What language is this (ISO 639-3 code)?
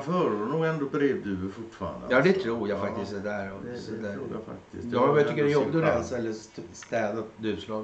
swe